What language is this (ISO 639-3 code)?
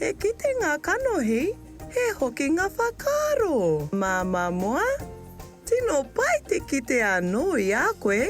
mri